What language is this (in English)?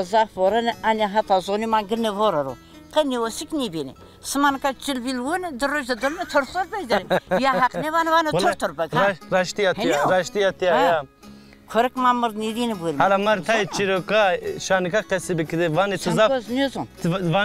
Zaza